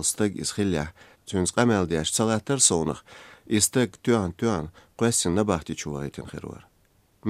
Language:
Chechen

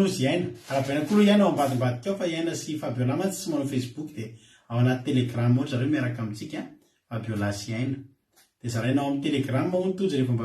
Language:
Malagasy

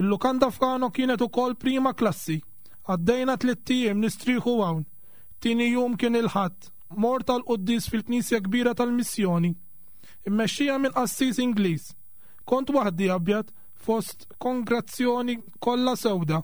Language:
Maltese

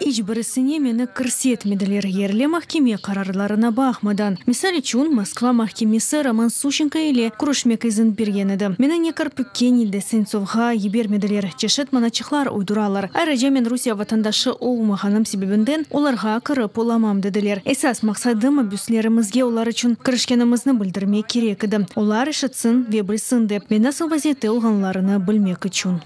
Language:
Crimean Tatar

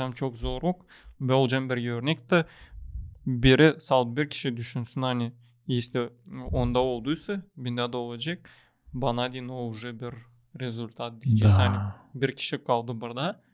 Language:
Gagauz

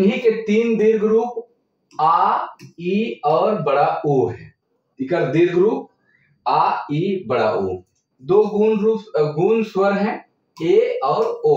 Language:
Sadri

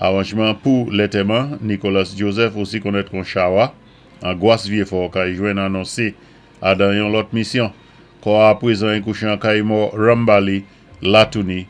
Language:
Saint Lucian Creole French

